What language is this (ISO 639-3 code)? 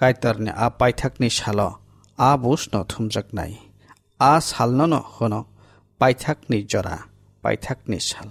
trp